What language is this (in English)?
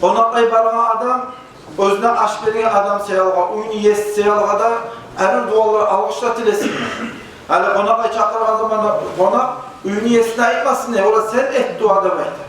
Kumyk